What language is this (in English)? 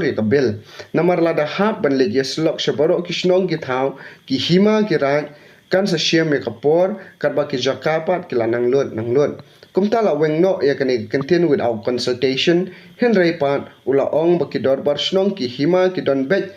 Khasi